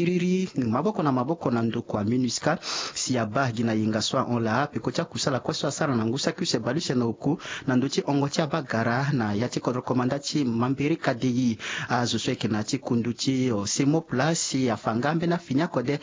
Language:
Sango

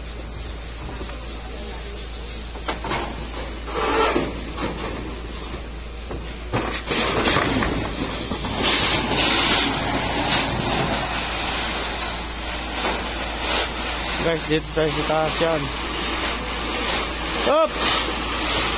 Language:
Filipino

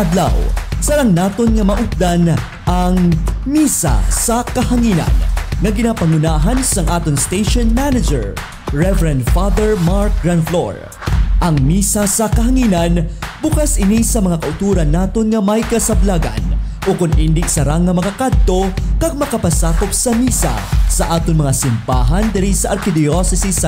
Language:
Hiligaynon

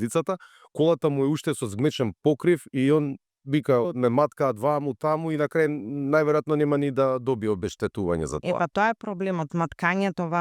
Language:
Macedonian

